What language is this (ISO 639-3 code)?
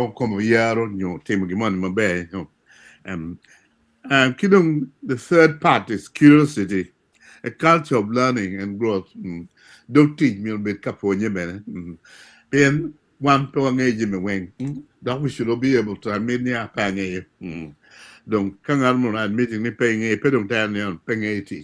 ach